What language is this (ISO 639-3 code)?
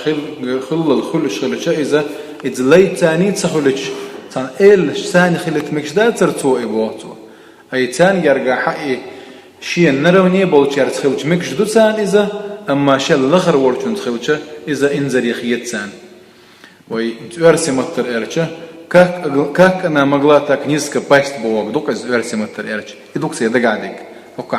che